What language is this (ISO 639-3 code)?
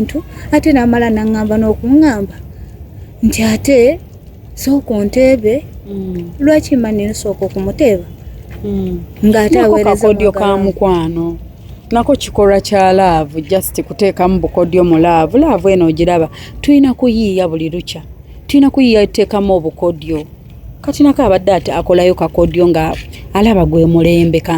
lug